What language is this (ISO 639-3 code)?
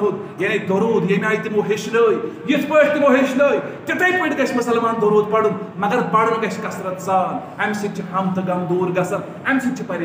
kas